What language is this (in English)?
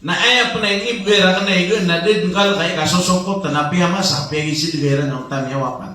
Maranao